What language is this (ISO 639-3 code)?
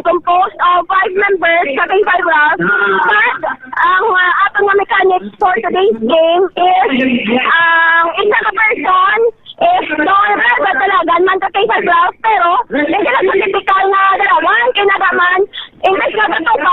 hil